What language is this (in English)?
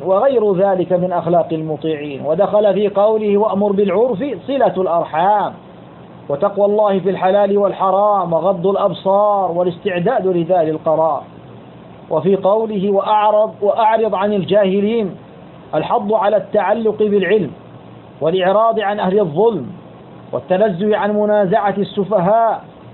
Arabic